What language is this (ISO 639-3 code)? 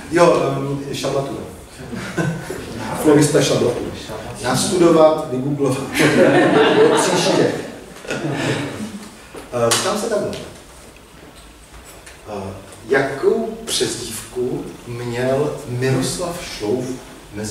ces